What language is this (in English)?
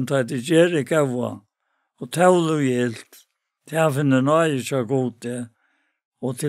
Faroese